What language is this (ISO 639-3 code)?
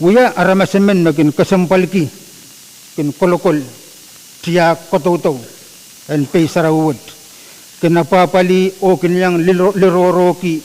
pon